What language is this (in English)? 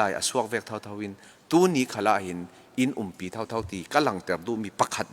Falam Chin